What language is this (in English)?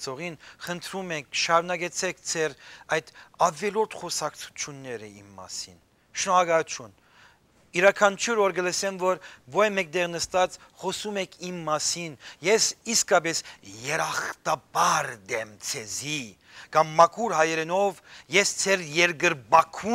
Western Armenian